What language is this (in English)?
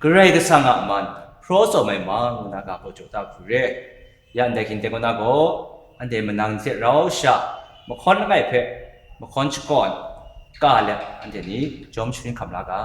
Kachin